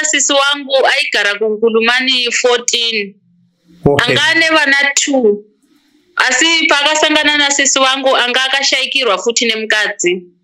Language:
Shona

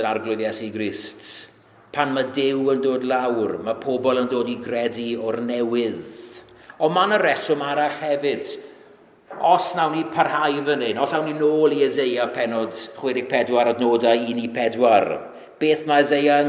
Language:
Welsh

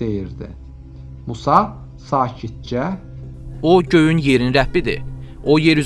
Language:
Azerbaijani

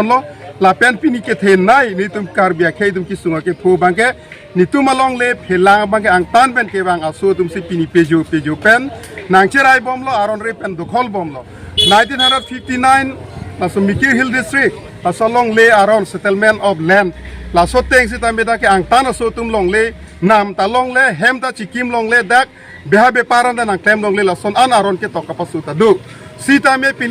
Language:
Karbi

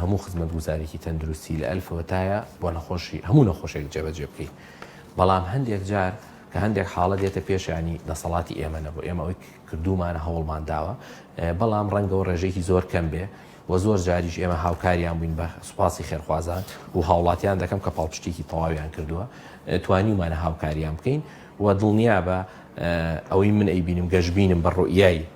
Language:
Central Kurdish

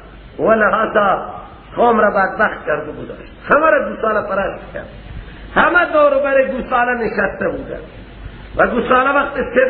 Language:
Persian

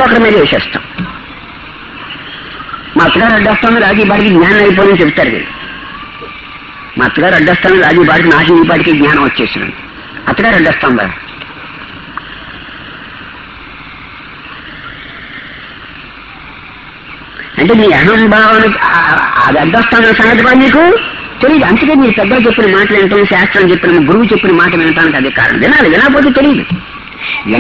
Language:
Telugu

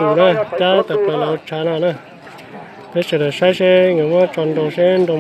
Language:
Hmong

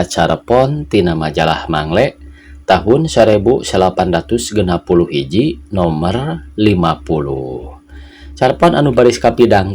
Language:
Sundanese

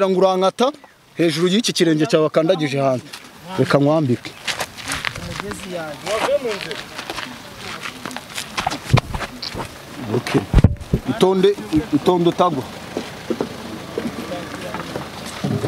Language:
Kinyarwanda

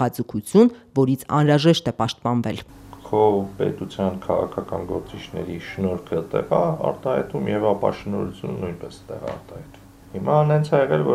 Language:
Armenian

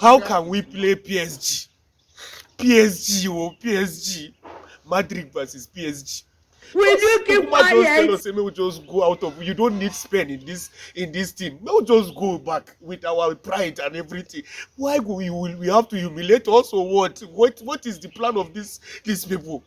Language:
Nigerian Pidgin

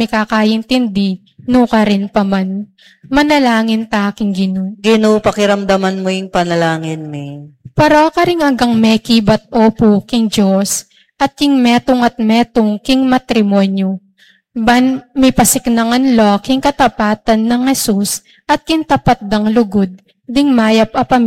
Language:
Pampanga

